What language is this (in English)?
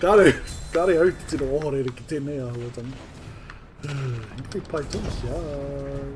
Māori